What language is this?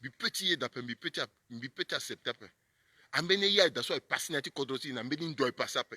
Sango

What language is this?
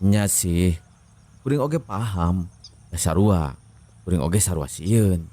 Sundanese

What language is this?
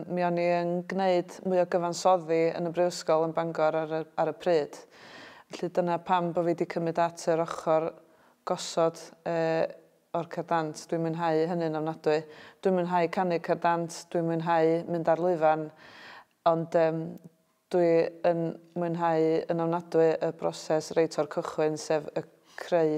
Welsh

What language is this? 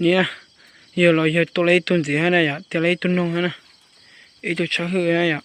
Hmong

